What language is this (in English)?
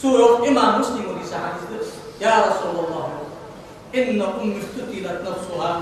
Ingush